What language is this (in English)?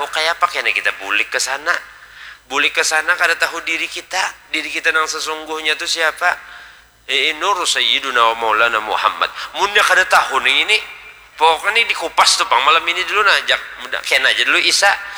Banjar